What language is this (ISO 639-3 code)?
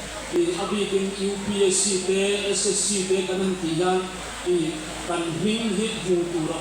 hmr